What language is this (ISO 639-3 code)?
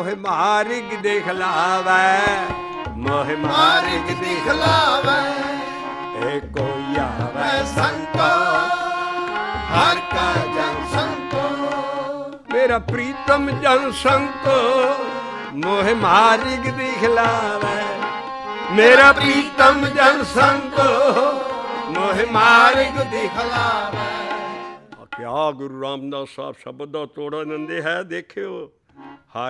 pan